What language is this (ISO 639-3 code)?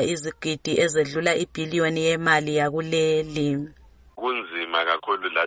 nde